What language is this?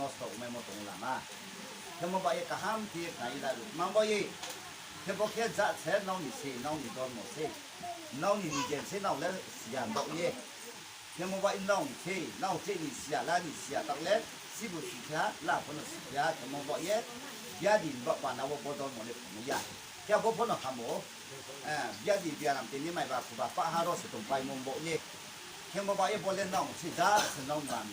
Riang (India)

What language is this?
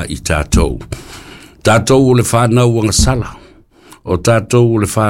Samoan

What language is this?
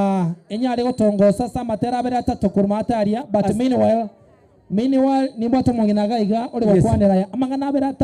Gusii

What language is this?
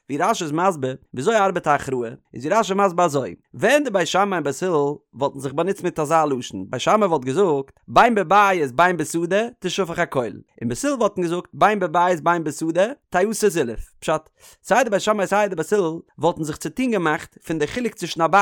Yiddish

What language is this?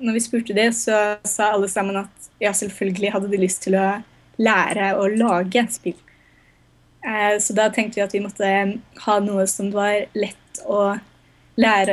Norwegian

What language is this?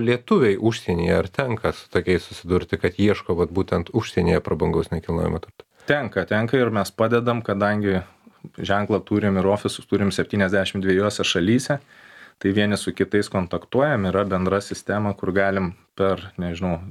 Lithuanian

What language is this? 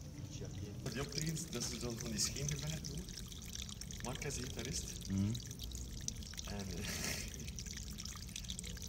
Dutch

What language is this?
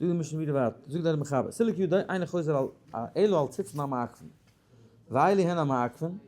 Yiddish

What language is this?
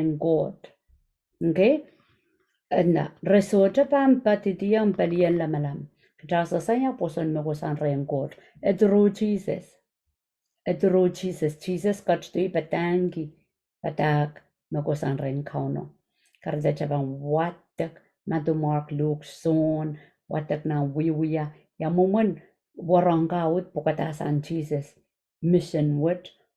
Pohnpeian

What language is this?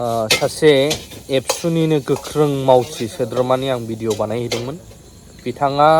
Bodo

